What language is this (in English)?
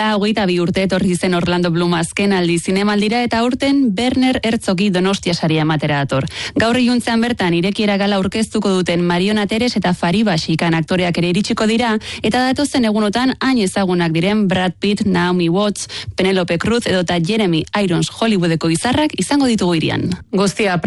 Basque